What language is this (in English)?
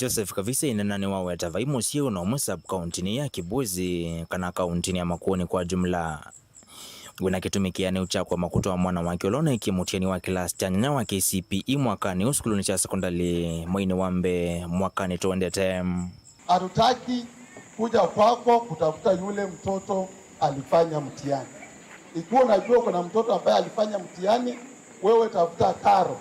Kamba